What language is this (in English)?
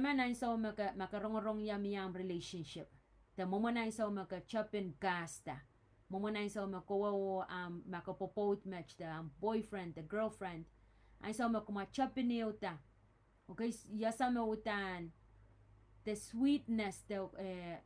Pohnpeian